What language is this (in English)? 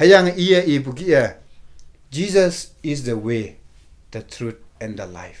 Konyak Naga